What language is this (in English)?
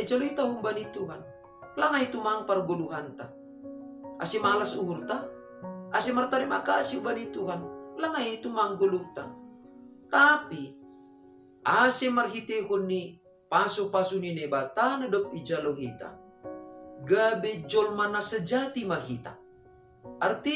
Batak Simalungun